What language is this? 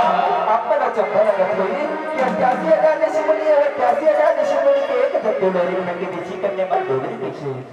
Chhattisgarhi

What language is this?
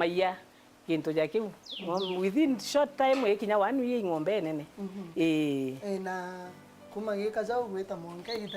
Meru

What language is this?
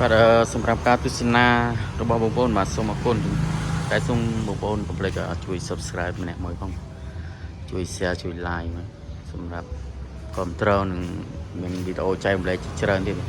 Khmer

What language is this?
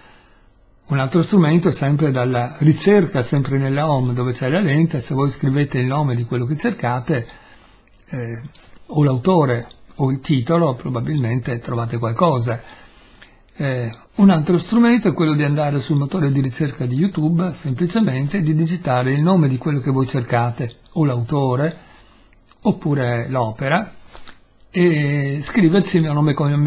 Italian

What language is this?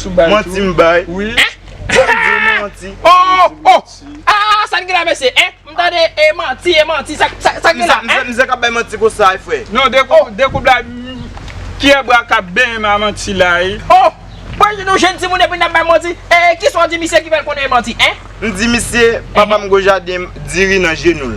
Haitian Creole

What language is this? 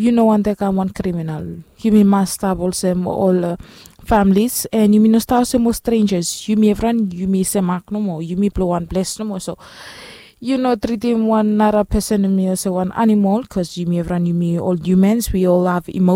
Bislama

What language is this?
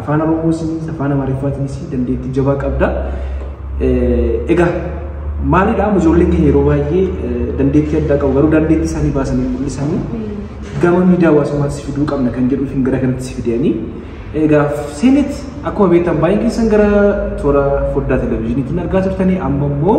Oromo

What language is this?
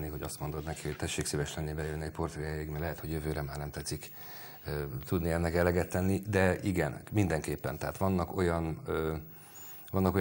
Hungarian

